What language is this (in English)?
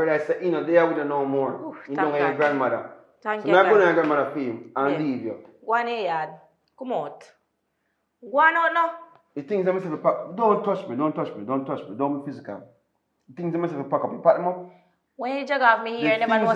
Jamaican Creole English